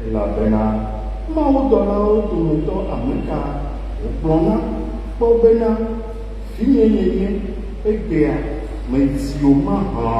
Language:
Ewe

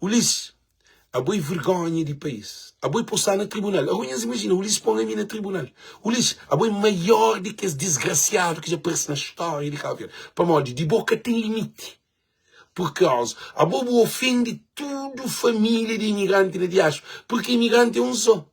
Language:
Kabuverdianu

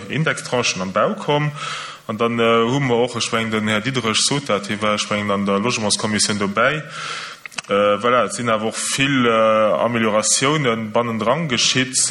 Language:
Luxembourgish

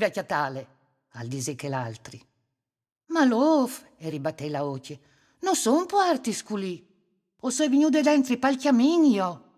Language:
Friulian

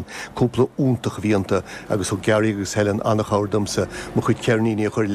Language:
Irish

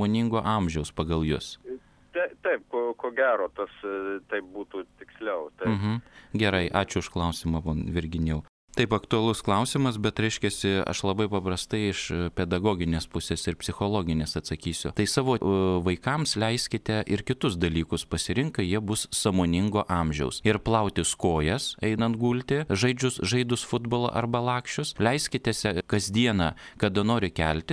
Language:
Lithuanian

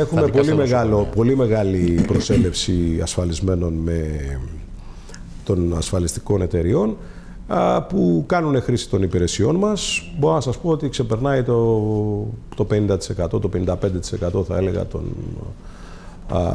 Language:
Greek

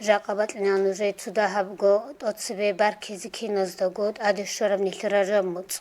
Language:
Avaric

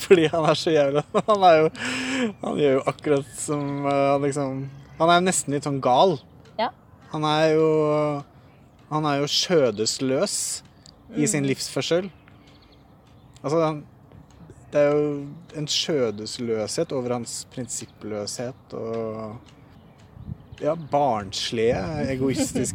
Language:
Norwegian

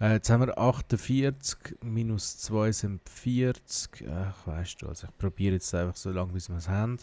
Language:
Swiss German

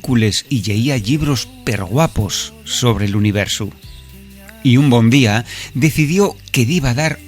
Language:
Asturian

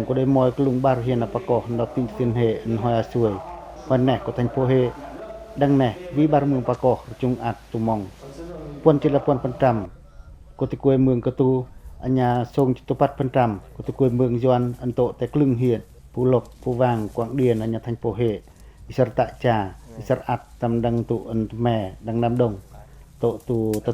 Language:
Pacoh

